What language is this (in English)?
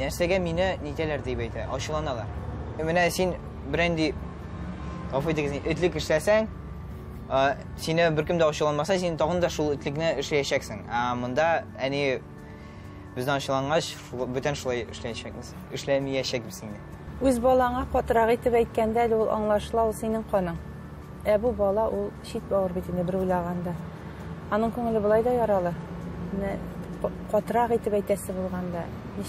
Tatar